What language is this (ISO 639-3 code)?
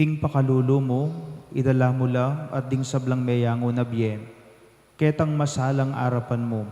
pam